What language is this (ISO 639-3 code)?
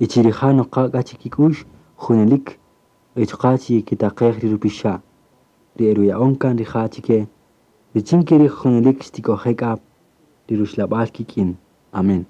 cak